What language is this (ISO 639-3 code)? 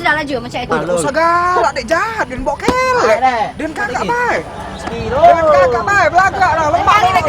mui